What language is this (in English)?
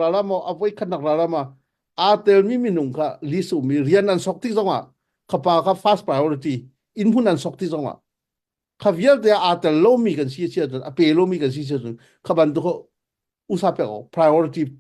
Hakha Chin